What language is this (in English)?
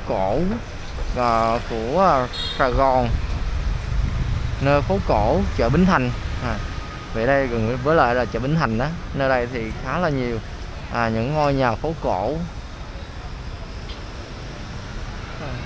Vietnamese